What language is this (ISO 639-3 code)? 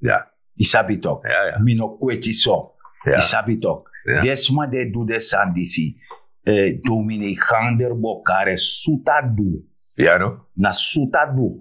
srn